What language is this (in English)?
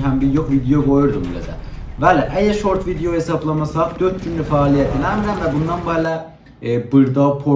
South Azerbaijani